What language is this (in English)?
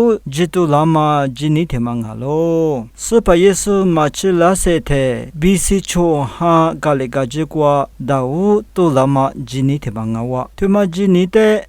Lisu